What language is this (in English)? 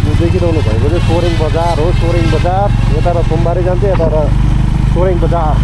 Nepali